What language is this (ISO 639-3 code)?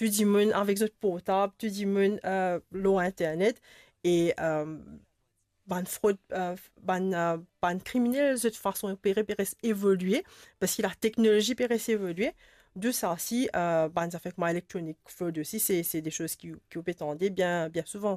mfe